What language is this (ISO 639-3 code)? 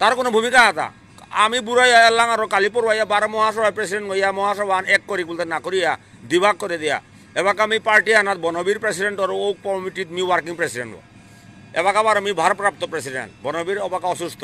bpy